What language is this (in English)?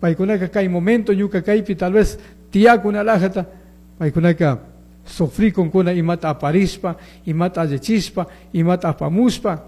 Chimborazo Highland Quichua